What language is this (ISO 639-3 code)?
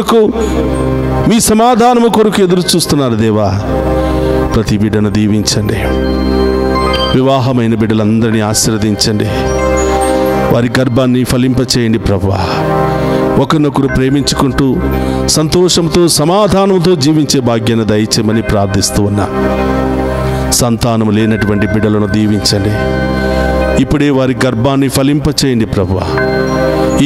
tel